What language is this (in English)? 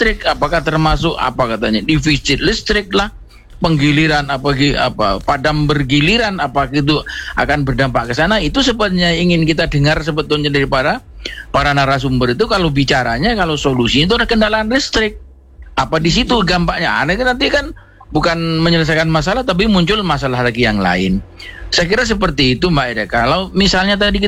Indonesian